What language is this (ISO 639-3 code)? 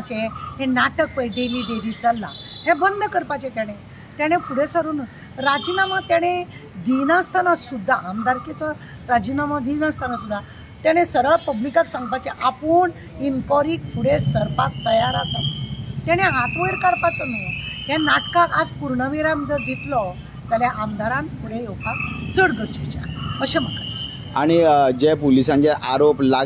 kok